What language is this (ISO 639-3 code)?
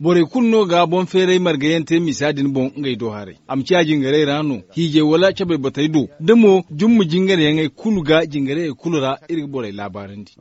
dje